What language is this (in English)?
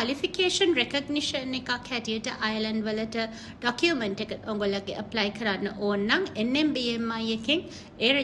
Sinhala